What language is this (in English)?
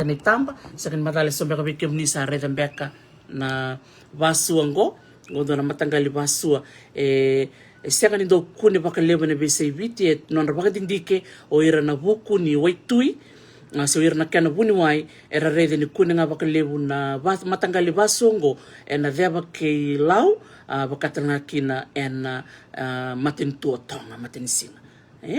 Fijian